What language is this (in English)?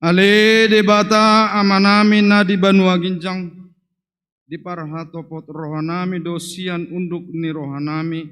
Batak Toba